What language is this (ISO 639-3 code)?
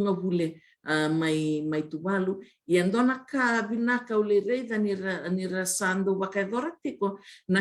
fij